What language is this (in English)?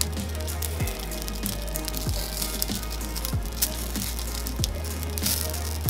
Croatian